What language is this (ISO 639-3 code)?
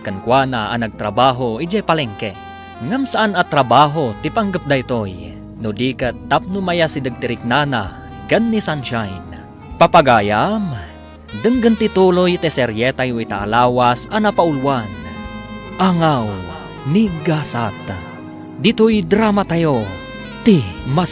ilo